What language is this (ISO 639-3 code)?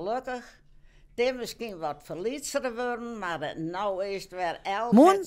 fry